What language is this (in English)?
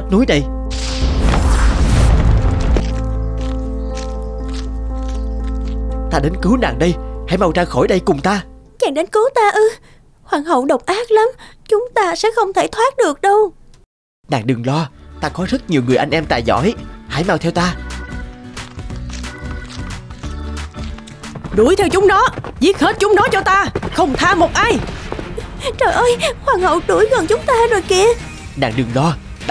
Vietnamese